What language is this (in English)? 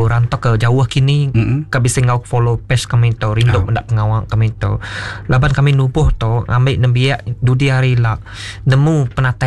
Iban